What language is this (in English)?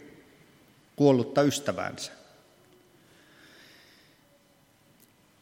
Finnish